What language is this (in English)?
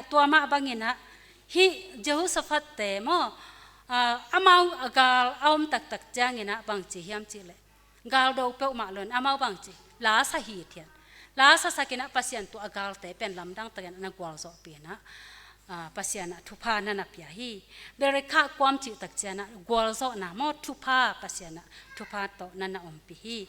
Tedim Chin